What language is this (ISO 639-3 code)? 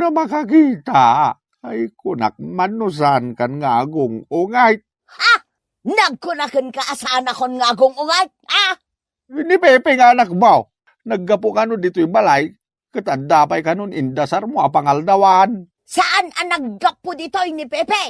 ilo